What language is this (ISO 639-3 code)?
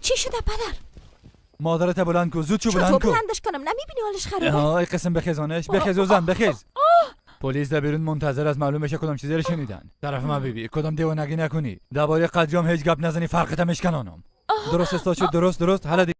fas